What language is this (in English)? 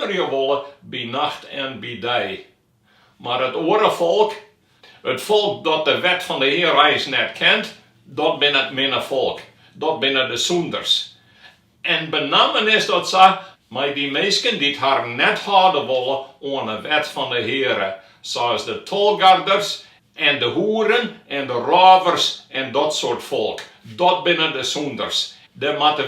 Western Frisian